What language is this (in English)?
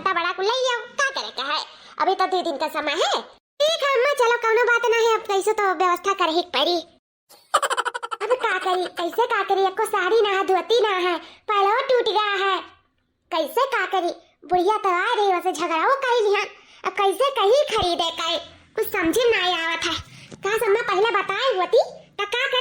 Awadhi